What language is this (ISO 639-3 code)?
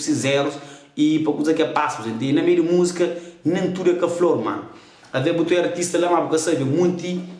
kea